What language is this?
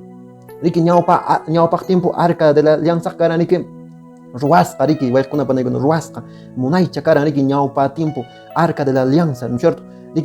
Quechua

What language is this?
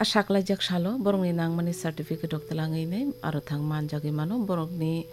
Kok Borok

